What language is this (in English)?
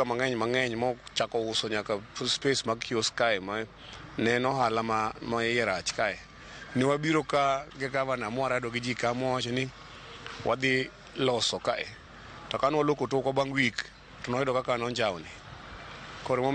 Luo (Kenya and Tanzania)